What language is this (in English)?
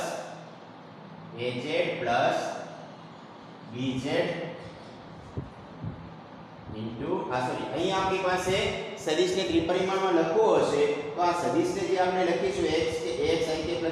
Gujarati